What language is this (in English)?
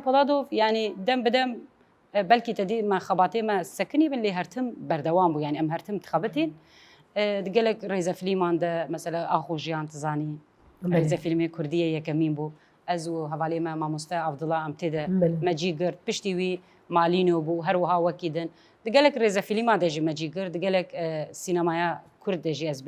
Kurdish